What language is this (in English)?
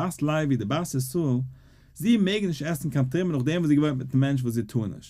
Yiddish